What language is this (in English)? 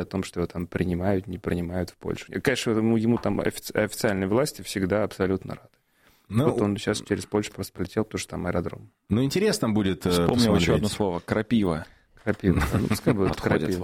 Russian